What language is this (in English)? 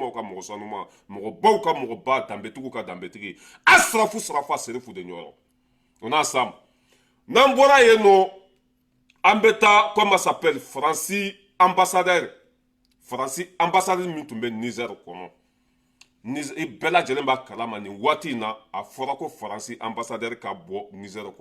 Bambara